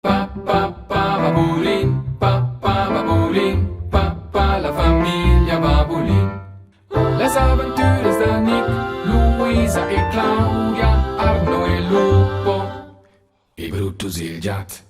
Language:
Romansh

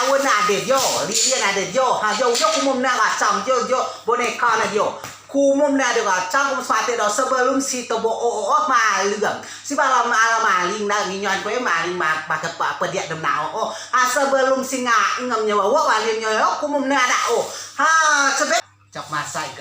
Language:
Rejang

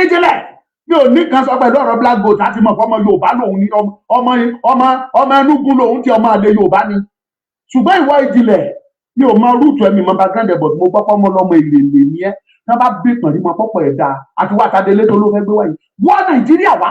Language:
Yoruba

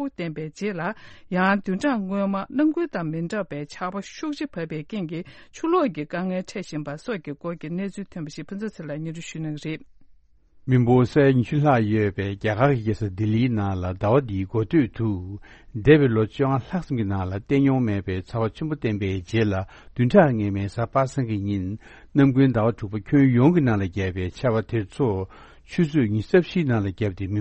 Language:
Tibetan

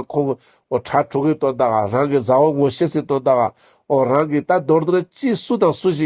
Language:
Ladakhi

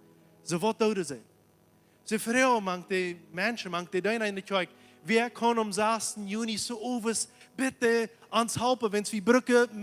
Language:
Plautdietsch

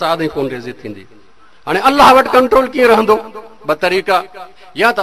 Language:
Sindhi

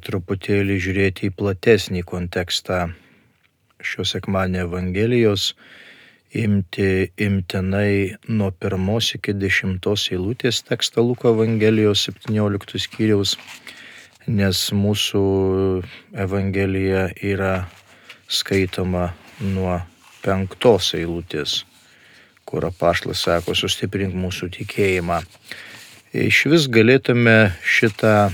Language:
Lithuanian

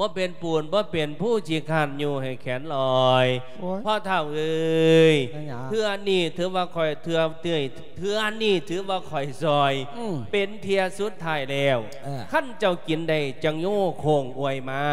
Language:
Lao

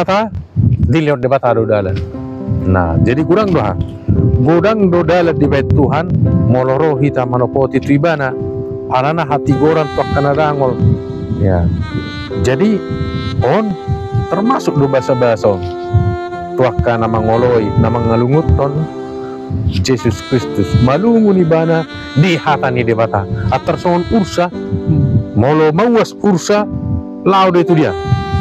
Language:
Batak Toba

